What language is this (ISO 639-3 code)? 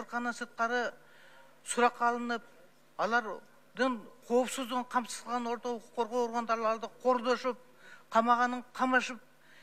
kir